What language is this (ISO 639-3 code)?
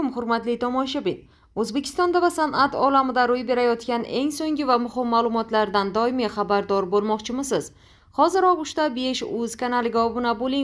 uzb